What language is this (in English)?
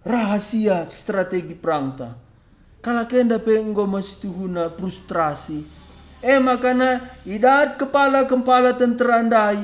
Batak Karo